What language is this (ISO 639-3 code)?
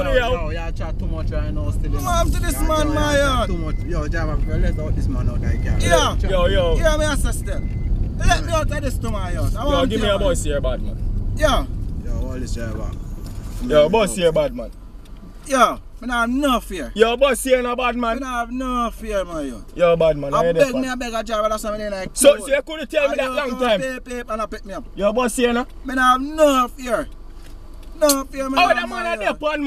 jam